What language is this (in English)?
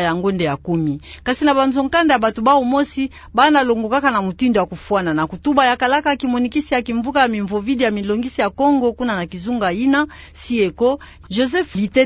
Kituba (Democratic Republic of Congo)